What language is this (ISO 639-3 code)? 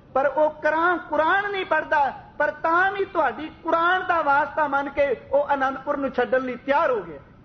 pan